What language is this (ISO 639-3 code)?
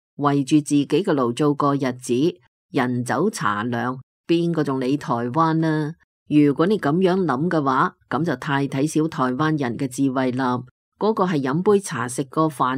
yue